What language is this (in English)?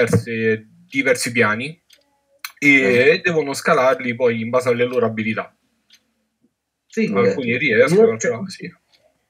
Italian